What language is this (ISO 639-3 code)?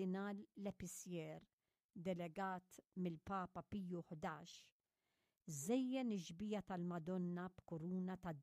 mlt